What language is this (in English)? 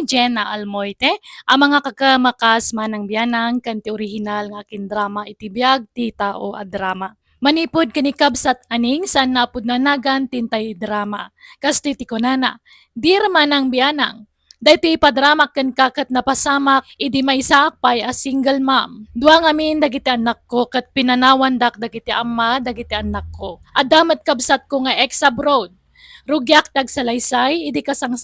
Iloko